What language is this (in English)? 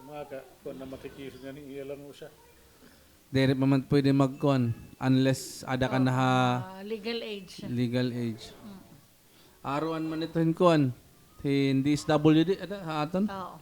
Waray